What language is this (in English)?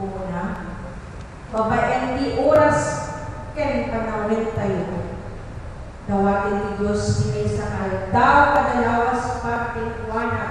Iloko